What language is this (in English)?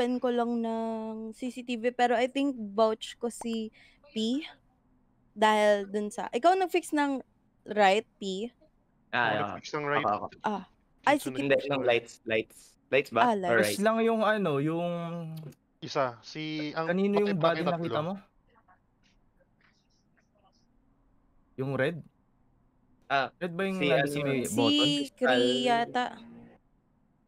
Filipino